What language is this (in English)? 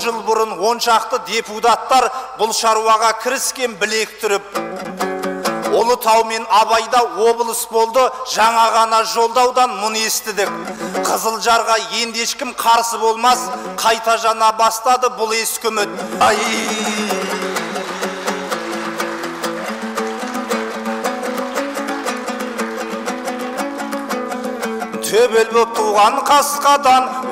Kazakh